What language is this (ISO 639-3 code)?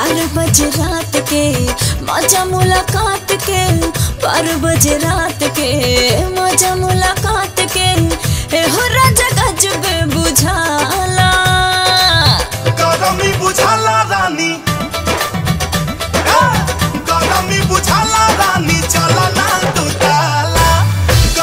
bho